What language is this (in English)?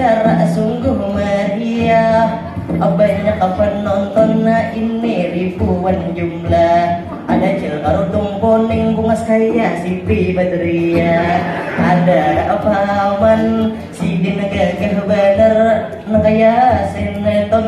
Banjar